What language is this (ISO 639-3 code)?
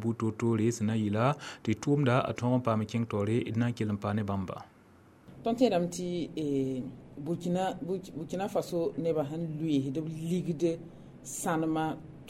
mos